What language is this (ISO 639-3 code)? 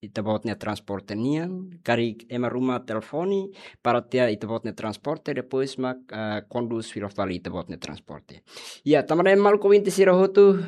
tet